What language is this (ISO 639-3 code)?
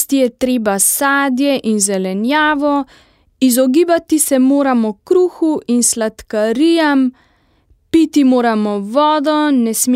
slv